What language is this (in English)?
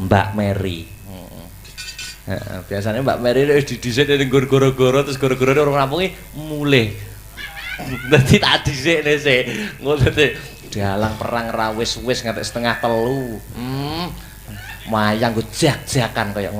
Javanese